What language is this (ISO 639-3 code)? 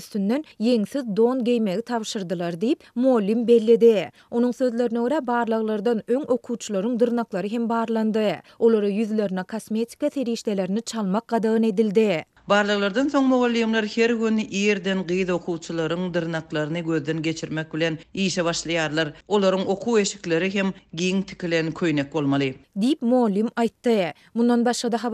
tuk